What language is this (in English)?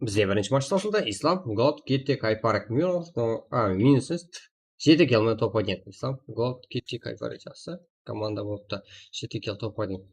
Kara-Kalpak